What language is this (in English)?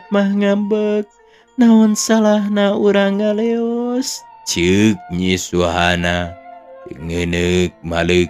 Sundanese